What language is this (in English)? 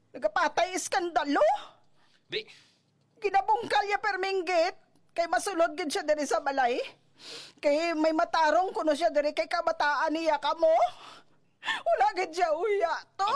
Hiligaynon